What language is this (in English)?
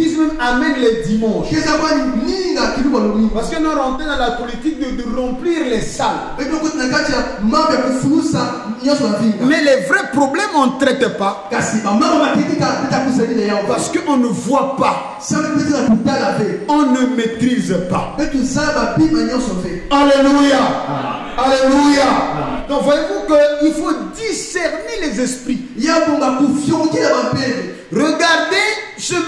French